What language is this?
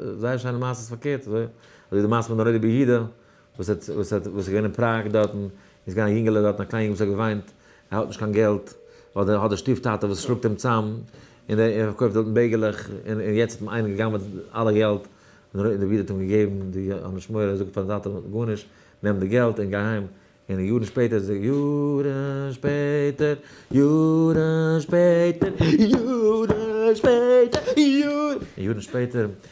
Yiddish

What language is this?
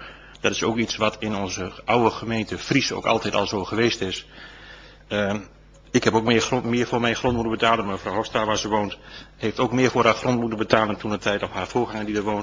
Dutch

